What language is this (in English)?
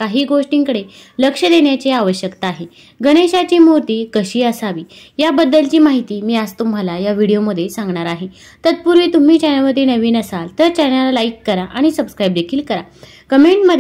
Marathi